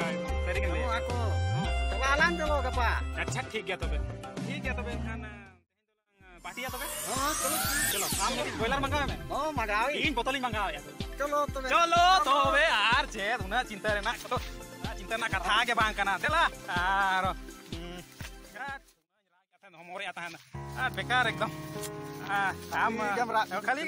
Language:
Santali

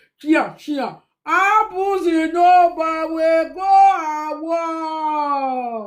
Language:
Nigerian Pidgin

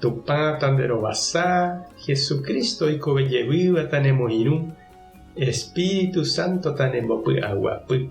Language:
Guarani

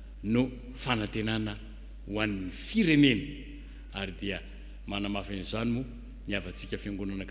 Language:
Malagasy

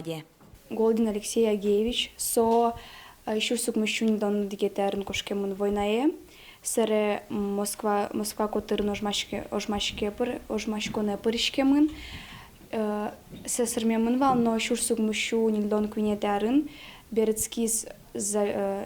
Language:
Udmurt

